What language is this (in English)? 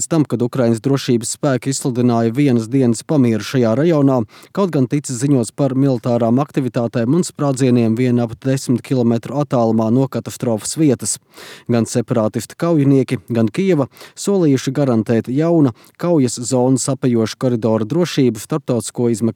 Latvian